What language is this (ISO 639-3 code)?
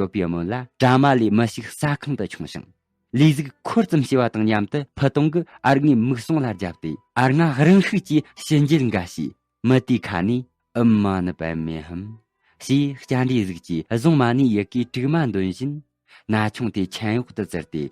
bod